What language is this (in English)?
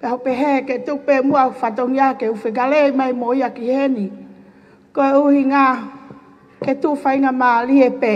Tongan